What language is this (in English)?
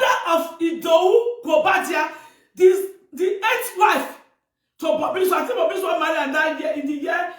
Nigerian Pidgin